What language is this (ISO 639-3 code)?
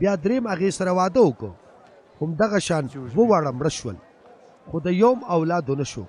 pus